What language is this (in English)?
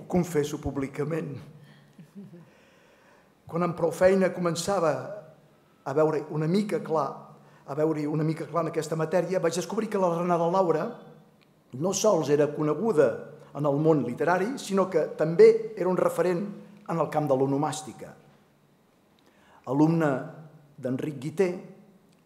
Catalan